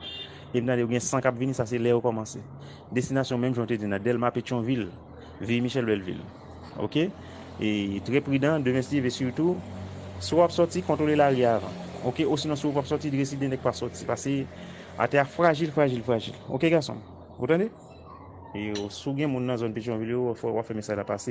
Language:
Haitian Creole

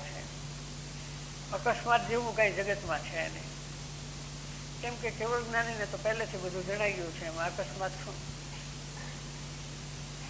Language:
Gujarati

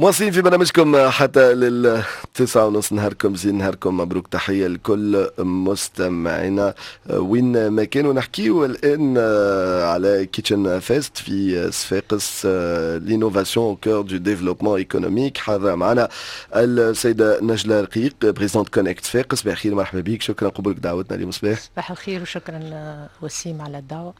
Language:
Tunisian Arabic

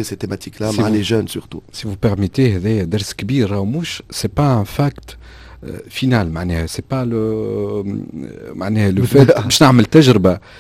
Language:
Tunisian Arabic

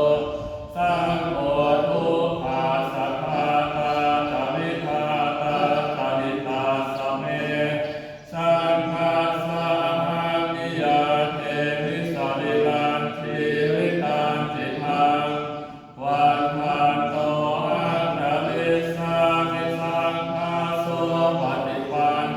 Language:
Pali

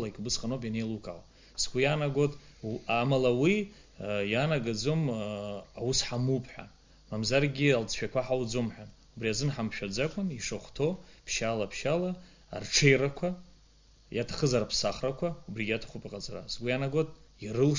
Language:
Abkhazian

